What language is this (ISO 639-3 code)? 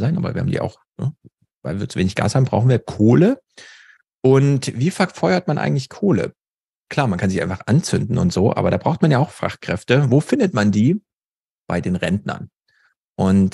deu